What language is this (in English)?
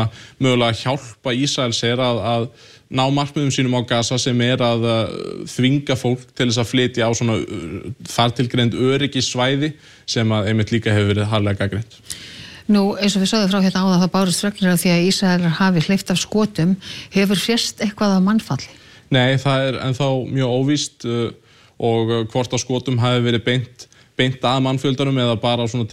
Icelandic